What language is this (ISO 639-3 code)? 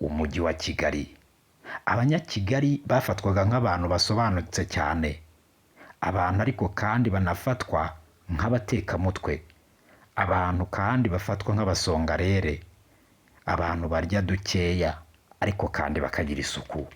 kin